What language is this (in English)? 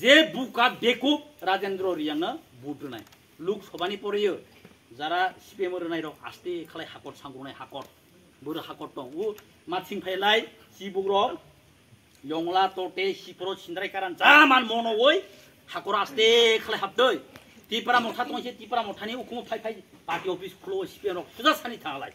Kok Borok